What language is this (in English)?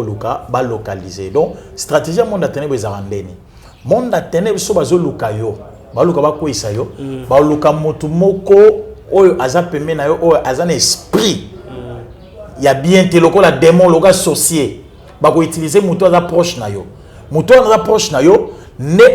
Lingala